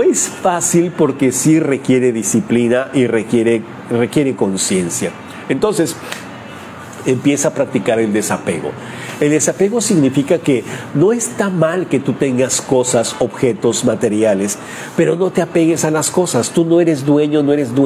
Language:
Spanish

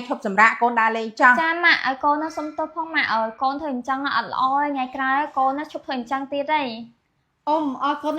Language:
Khmer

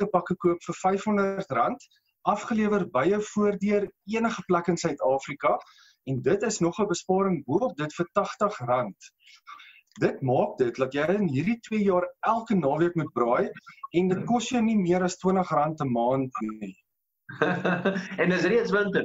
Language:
Afrikaans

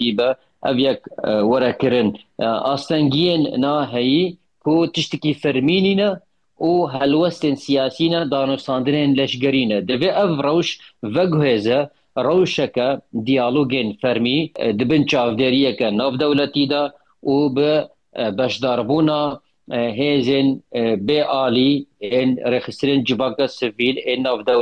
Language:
Kurdish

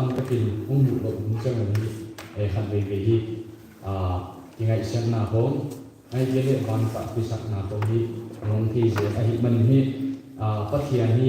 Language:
Paite Chin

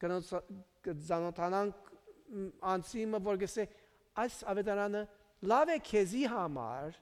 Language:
Western Armenian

